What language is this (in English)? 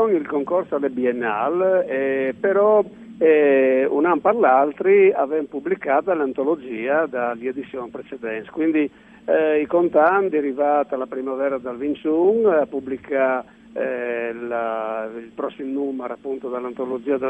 Friulian